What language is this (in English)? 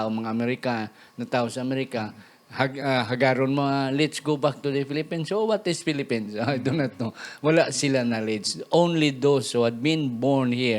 Hiligaynon